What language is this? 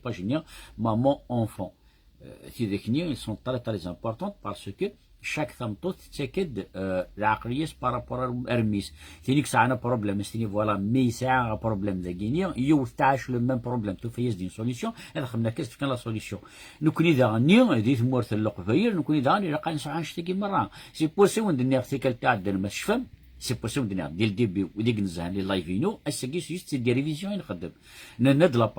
Kabyle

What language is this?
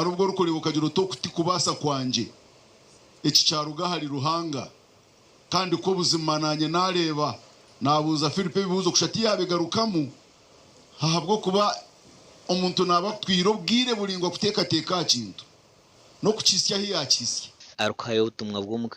Nyankole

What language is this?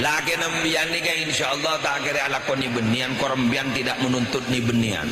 Madurese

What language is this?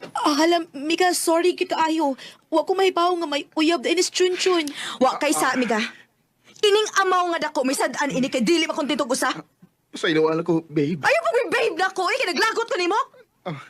Cebuano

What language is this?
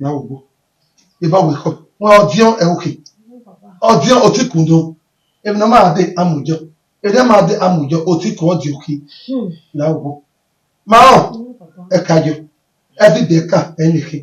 Bini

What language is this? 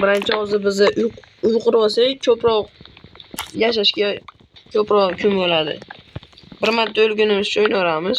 Uzbek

